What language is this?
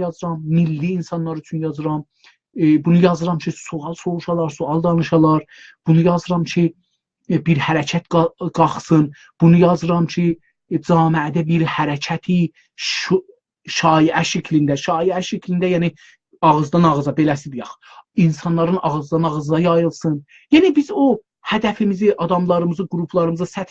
South Azerbaijani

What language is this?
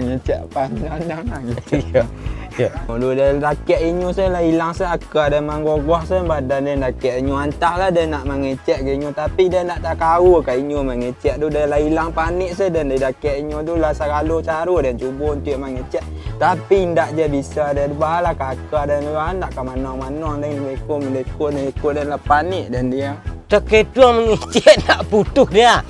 Minangkabau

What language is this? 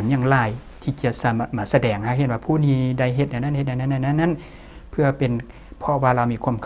Lao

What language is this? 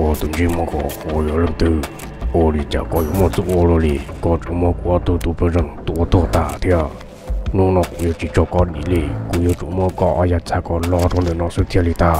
Hmong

